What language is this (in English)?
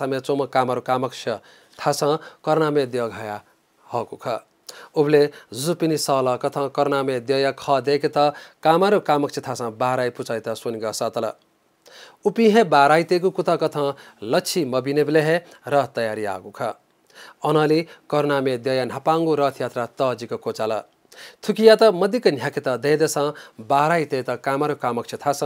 Newari